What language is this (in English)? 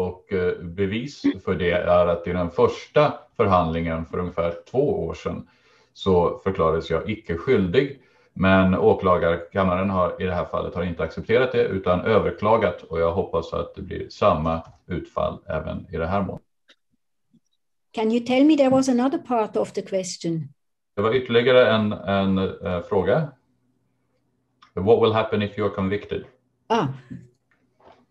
Swedish